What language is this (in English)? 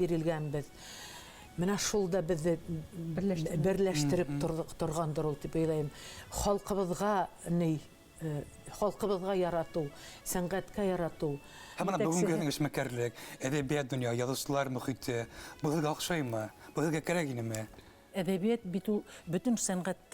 Bashkir